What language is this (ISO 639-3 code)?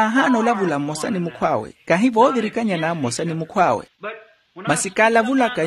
vmw